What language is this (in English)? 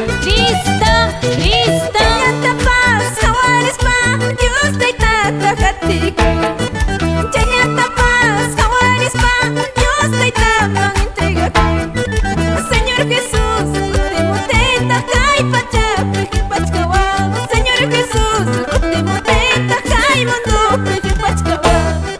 Quechua